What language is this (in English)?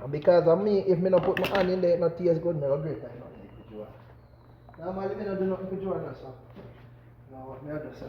Jamaican Creole English